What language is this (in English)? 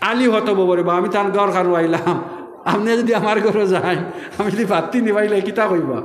Sylheti